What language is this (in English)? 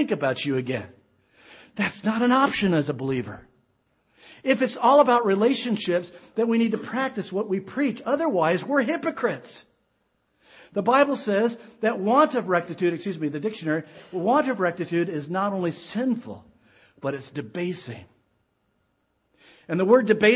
English